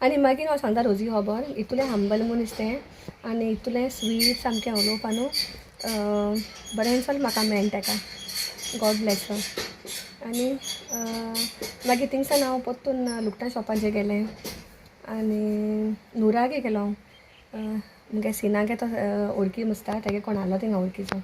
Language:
Konkani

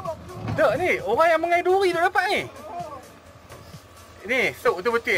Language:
Malay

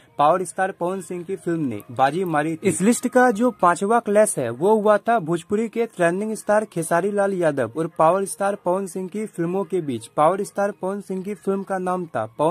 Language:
Hindi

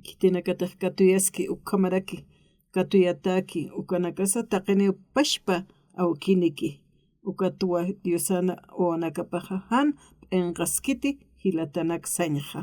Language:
Aymara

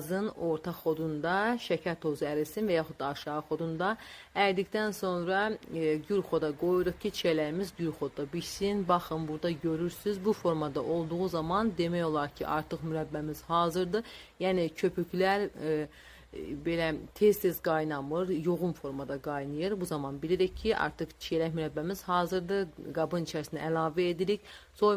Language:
Azerbaijani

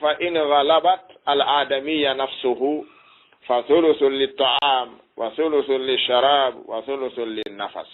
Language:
Fula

